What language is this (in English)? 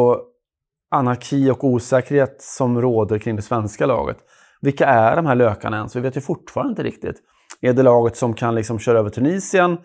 Swedish